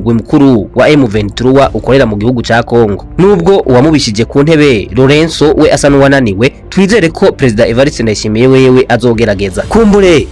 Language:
Rundi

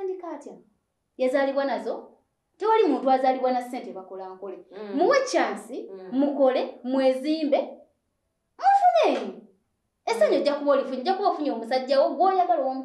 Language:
Ganda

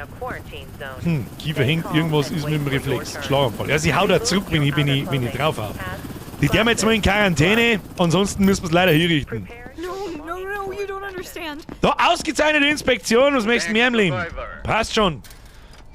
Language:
Bavarian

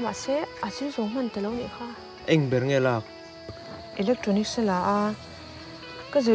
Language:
Vietnamese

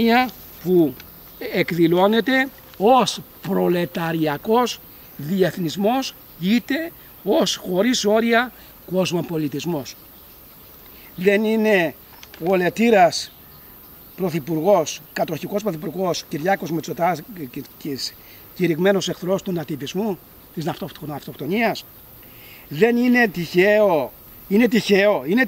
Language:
Greek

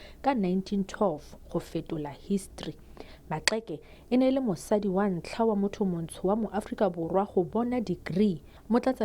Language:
Tswana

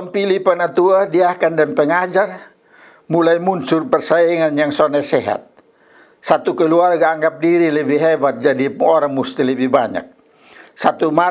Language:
Kupang Malay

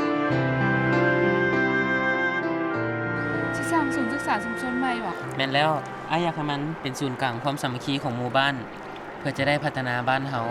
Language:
Lao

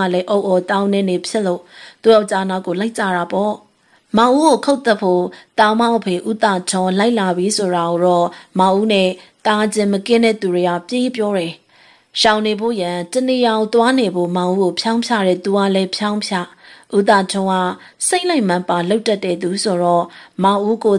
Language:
Burmese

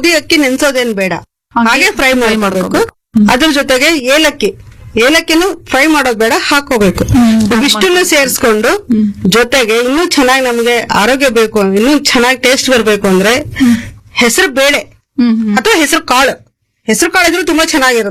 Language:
Kannada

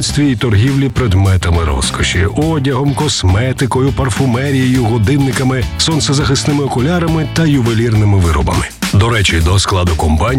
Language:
Ukrainian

